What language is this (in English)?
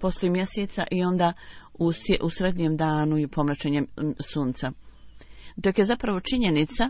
Bosnian